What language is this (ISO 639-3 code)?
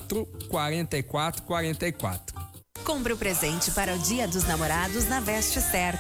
por